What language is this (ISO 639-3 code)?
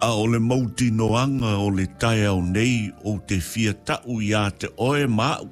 smo